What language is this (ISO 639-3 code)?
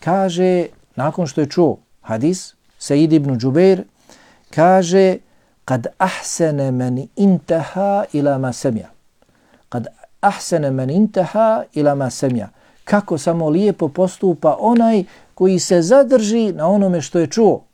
bos